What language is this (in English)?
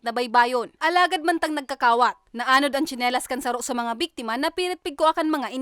Bikol